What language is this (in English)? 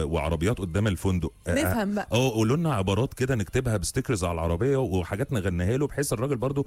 Egyptian Arabic